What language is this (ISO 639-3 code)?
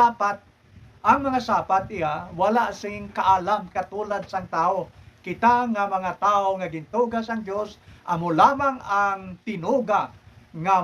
hil